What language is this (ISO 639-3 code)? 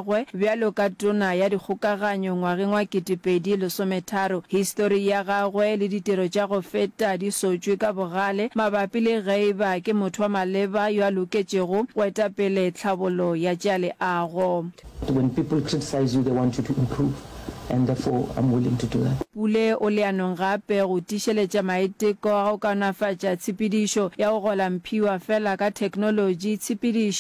nso